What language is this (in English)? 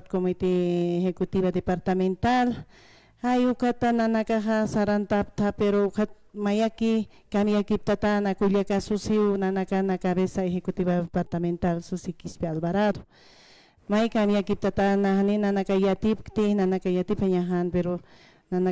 Aymara